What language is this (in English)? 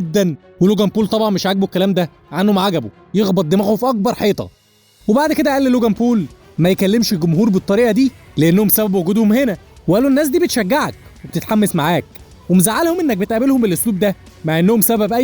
Egyptian Arabic